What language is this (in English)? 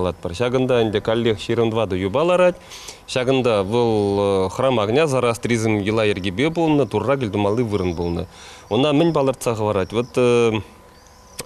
Chuvash